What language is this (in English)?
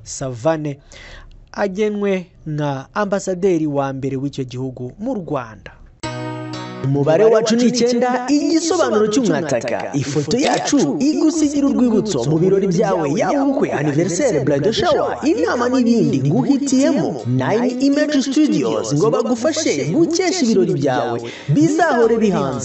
Kinyarwanda